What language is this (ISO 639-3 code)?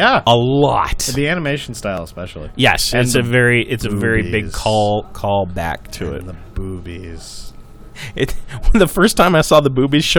eng